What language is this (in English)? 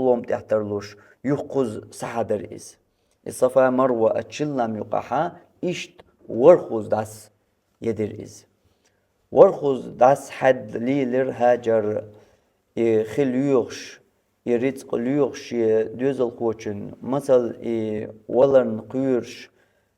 Chechen